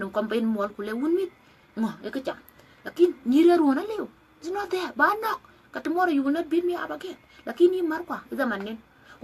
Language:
Dinka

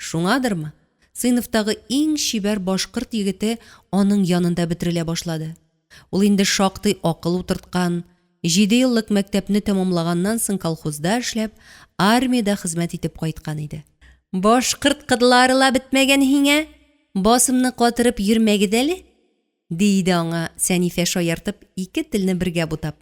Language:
Tatar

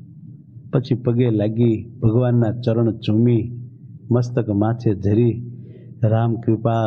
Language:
Gujarati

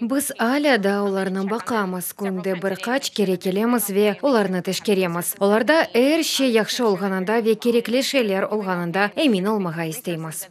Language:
Crimean Tatar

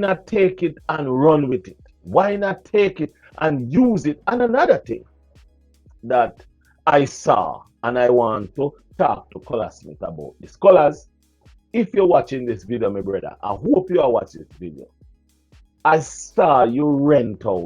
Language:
Jamaican Creole English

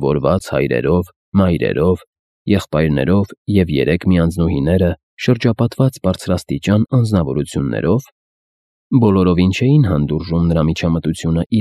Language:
Armenian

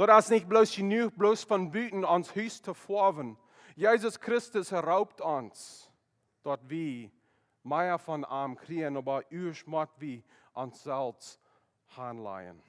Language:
Plautdietsch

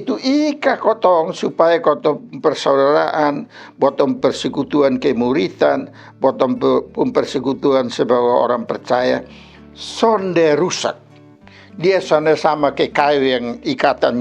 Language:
Kupang Malay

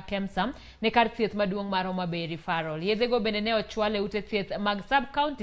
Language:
Luo (Kenya and Tanzania)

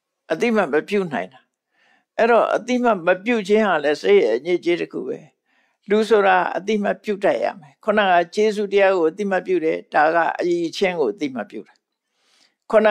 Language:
Burmese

